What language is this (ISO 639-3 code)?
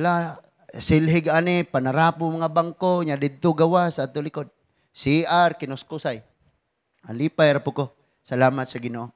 ceb